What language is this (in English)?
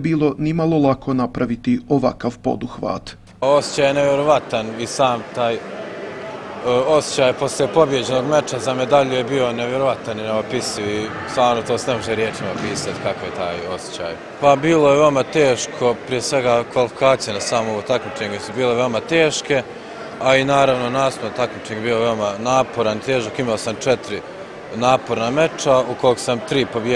Bosnian